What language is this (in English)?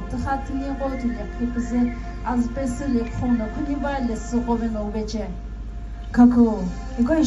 Sumi Naga